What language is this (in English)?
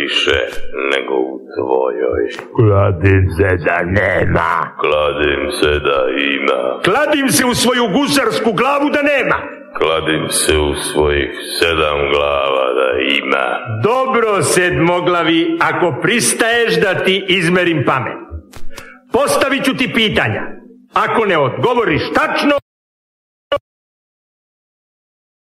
Serbian